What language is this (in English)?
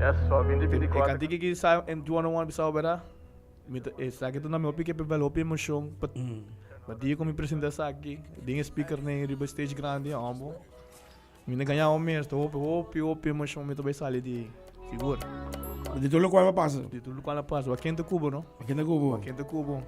Papiamento